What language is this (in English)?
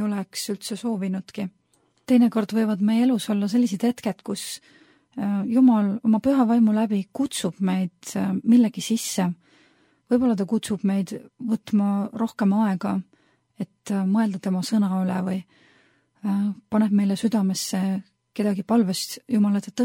Estonian